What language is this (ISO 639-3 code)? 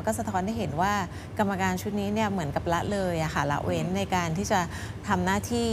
tha